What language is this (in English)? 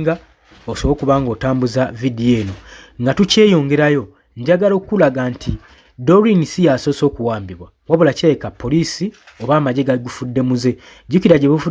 Ganda